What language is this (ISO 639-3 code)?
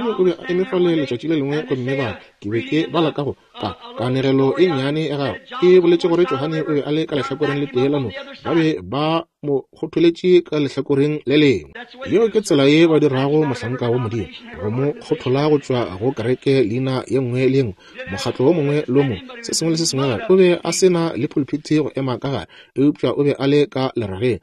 nso